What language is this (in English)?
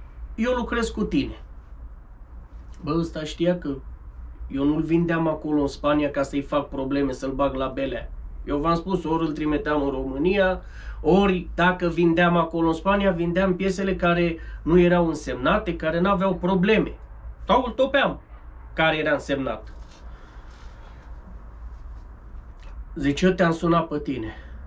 Romanian